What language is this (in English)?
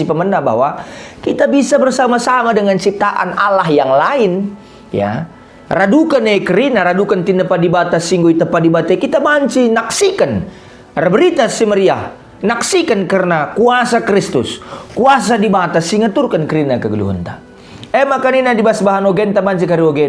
Batak Karo